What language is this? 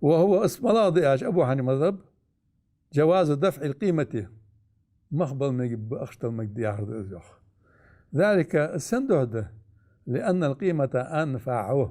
Ingush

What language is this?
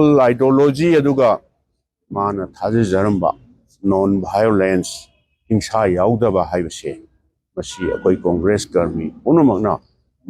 Manipuri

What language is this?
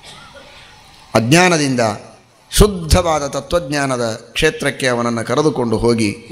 Kannada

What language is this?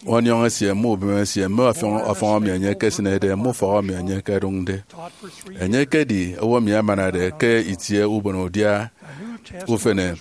Efik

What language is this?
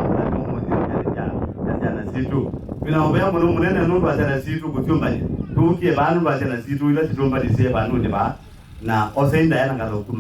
Kamba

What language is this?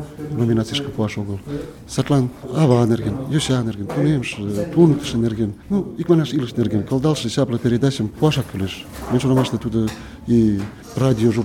Mari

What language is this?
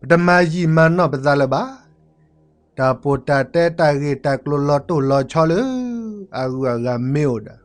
S'gaw Karen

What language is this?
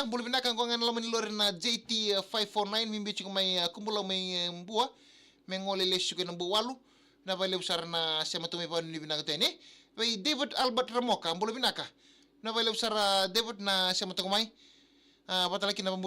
Fijian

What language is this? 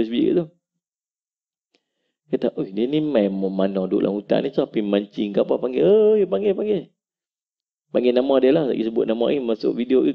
Malay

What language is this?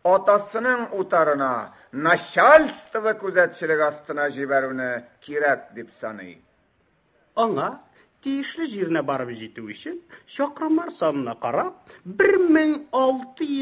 Tatar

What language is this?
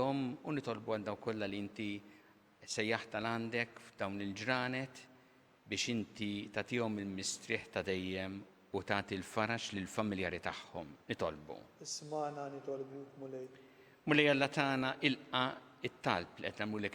Maltese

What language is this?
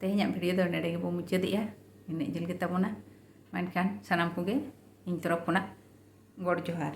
Santali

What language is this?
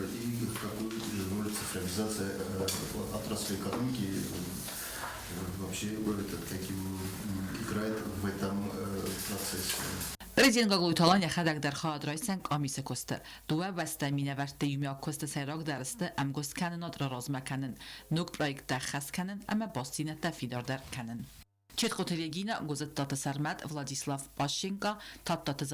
Ossetic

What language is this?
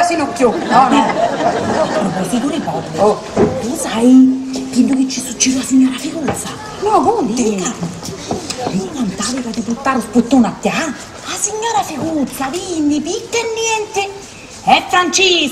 Sicilian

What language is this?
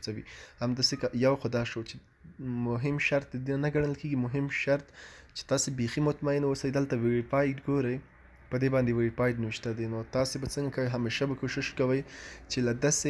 Pashto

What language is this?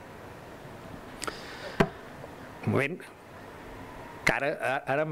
Catalan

